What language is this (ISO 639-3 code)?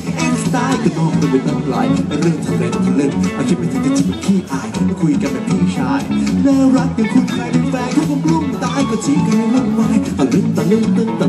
tha